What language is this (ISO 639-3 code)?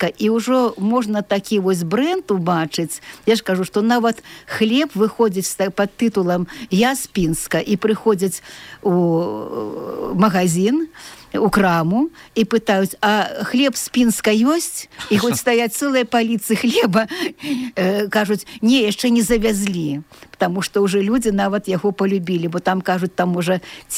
bel